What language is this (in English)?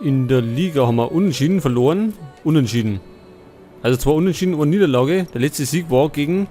Bavarian